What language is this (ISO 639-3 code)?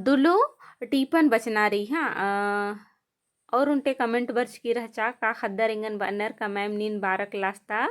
kru